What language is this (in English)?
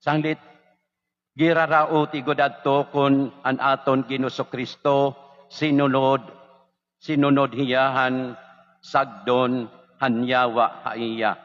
Waray